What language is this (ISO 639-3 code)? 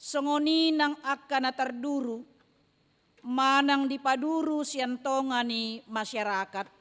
bbc